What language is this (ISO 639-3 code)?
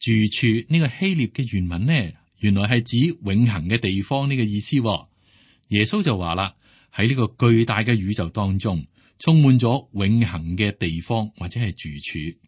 yue